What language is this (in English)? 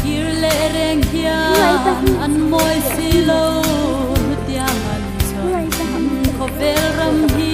Hmar